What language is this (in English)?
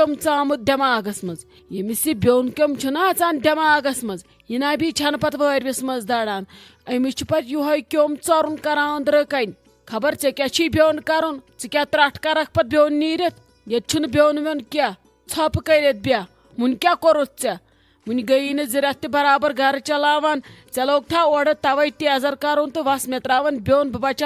Kashmiri